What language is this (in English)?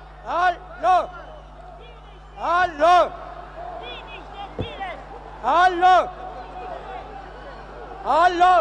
Romanian